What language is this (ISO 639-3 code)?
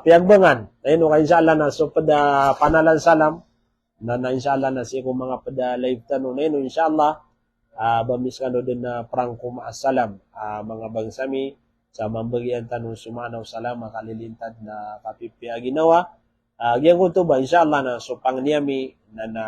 mrw